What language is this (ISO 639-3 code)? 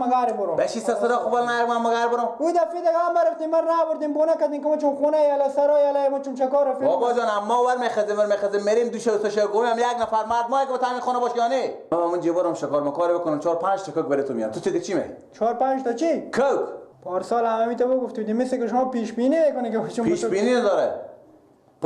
fas